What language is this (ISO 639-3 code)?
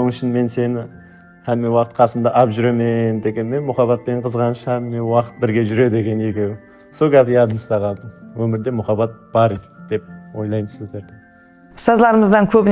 kaa